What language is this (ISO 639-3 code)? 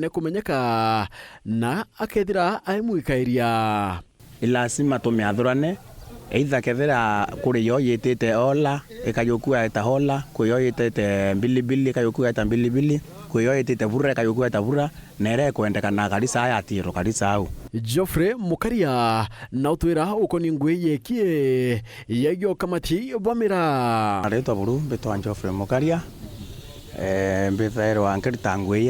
mer